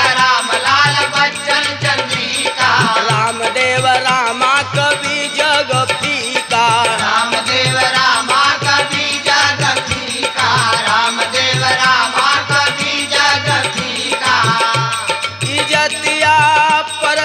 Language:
Bhojpuri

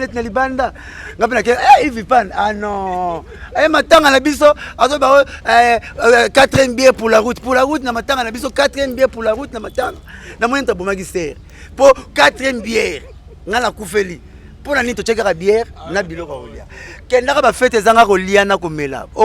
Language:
Lingala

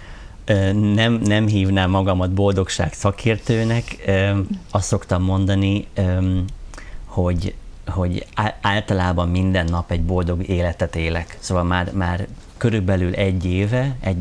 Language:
Hungarian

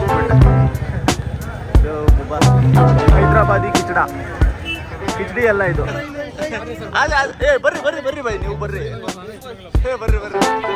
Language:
Kannada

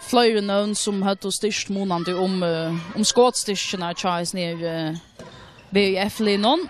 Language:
Faroese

